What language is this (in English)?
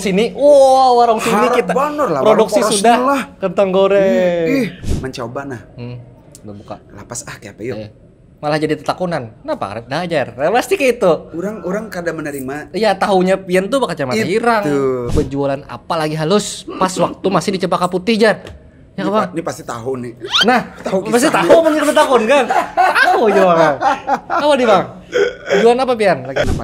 Banjar